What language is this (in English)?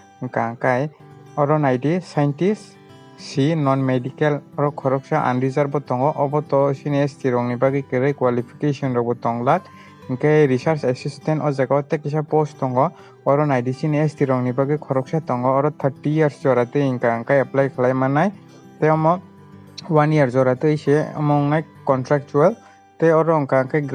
Kok Borok